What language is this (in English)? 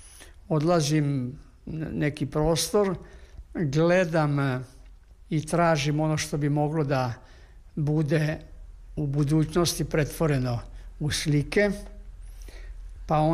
Serbian